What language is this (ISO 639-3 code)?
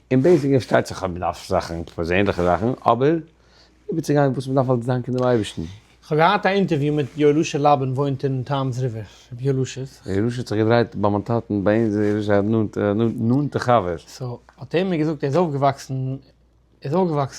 yid